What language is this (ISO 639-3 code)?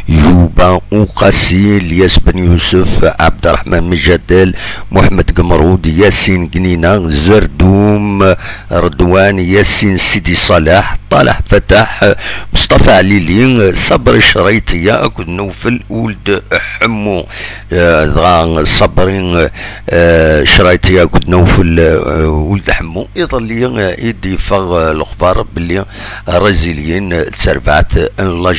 kab